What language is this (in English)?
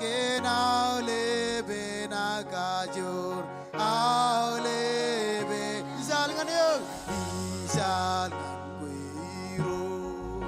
Marshallese